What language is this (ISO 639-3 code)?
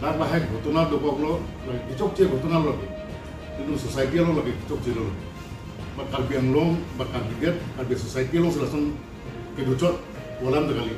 mjw